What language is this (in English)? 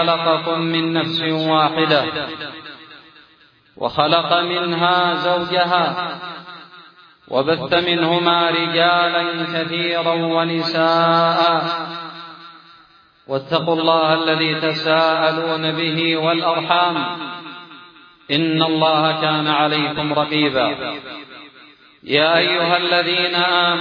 Arabic